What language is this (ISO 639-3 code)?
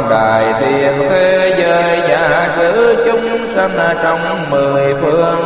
vie